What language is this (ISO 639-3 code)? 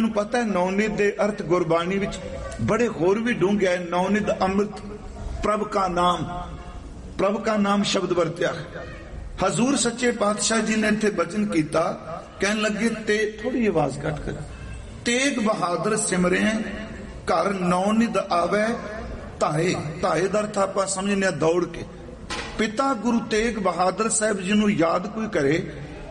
pan